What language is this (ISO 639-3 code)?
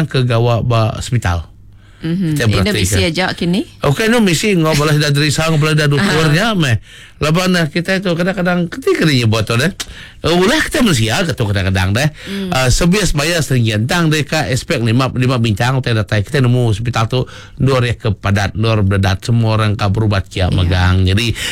iba